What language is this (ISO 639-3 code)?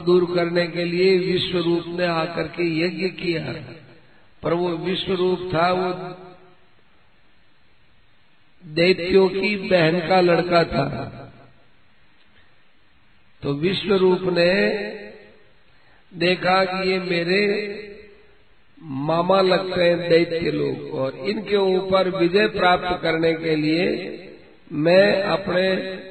hin